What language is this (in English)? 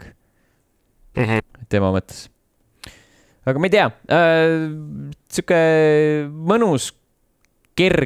Estonian